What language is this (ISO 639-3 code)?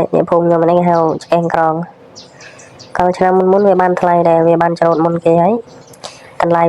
khm